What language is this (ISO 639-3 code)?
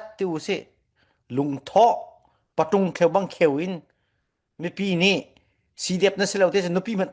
cfm